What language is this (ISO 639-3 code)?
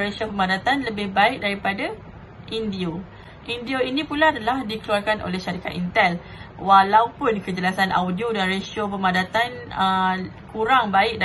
msa